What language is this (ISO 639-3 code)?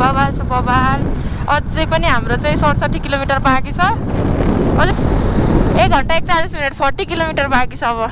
nep